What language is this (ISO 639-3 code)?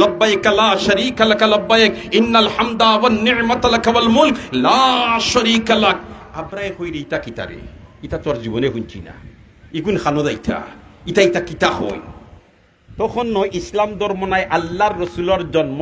syl